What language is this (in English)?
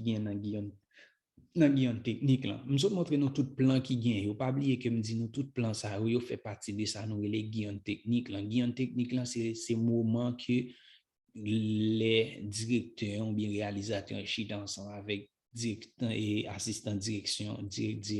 Haitian Creole